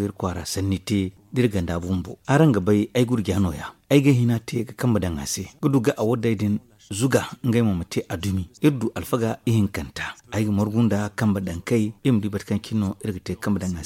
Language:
Zarma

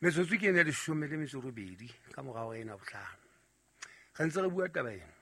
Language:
Southern Sotho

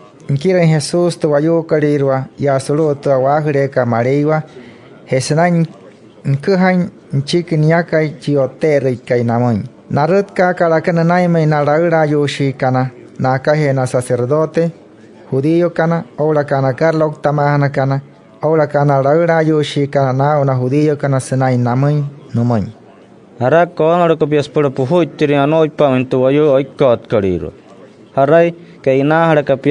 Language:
Wayuu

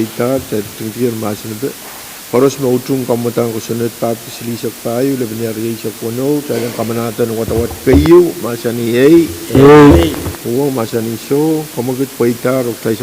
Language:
Pohnpeian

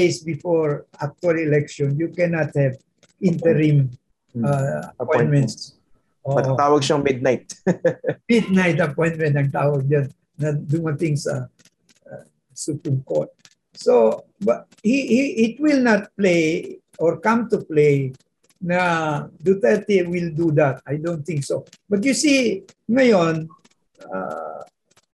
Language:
Filipino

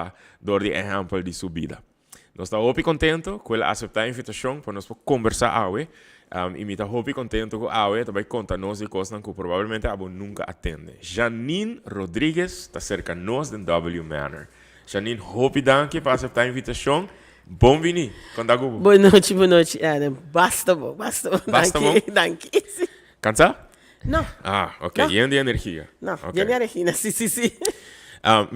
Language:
Papiamento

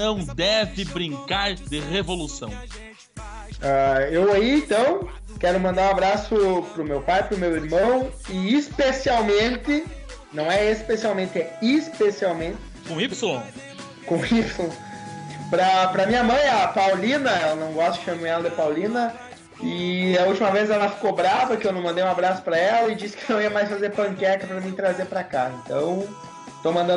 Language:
Portuguese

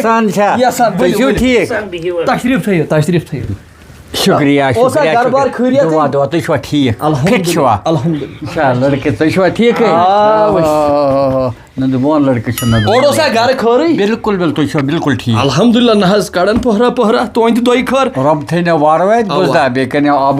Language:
Kashmiri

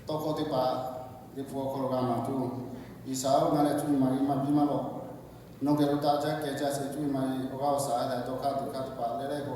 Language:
Lahu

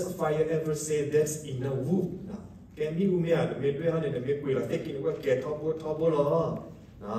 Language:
S'gaw Karen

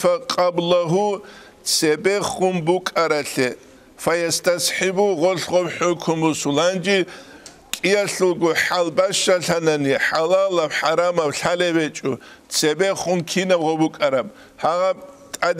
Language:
Avaric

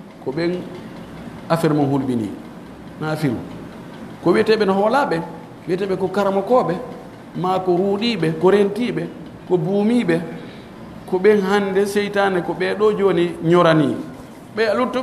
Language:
Fula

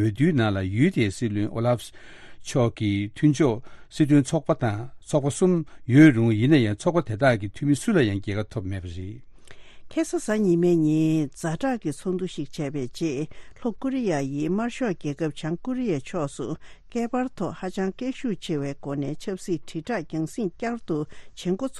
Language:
Tibetan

